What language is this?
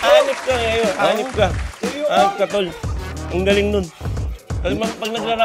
Filipino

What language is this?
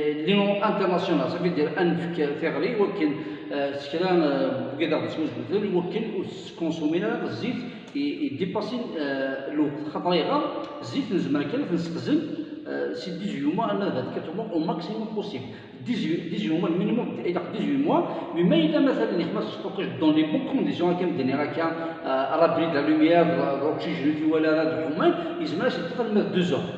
Kabyle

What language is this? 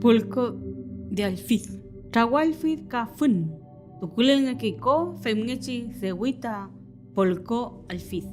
Mapuche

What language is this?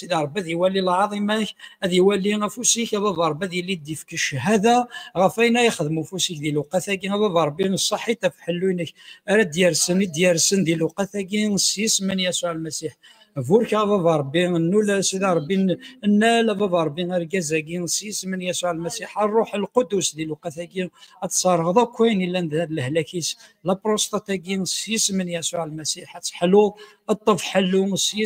Kabyle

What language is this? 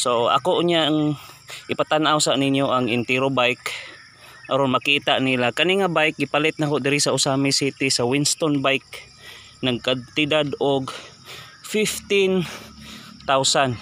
Cebuano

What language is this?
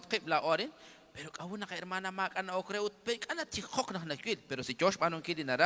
Kekchí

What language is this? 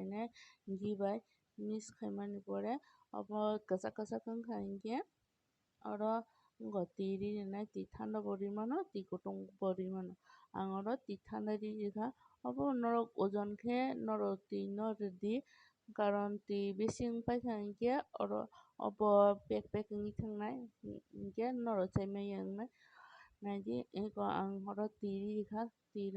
Kok Borok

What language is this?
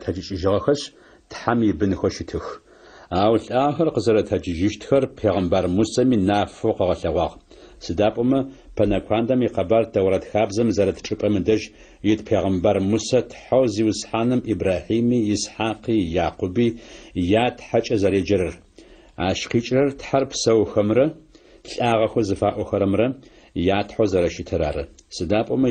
Adyghe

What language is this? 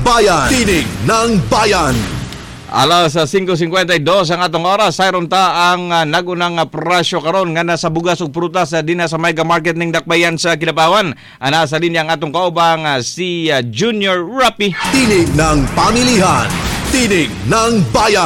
Cebuano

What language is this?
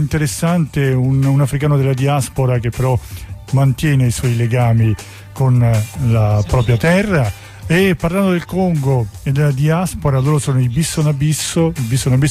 Italian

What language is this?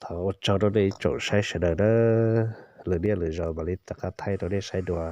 Hmong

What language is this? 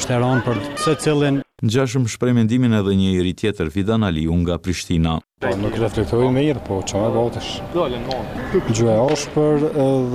Albanian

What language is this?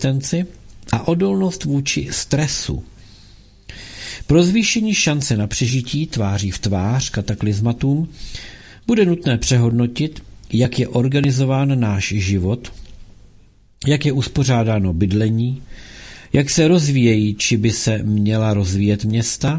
Czech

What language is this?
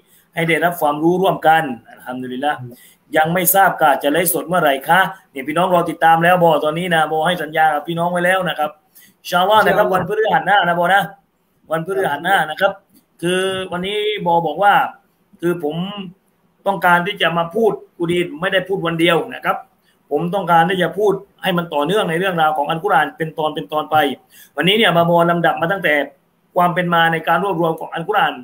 Thai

